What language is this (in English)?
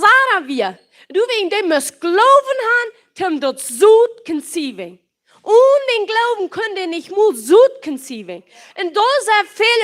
Plautdietsch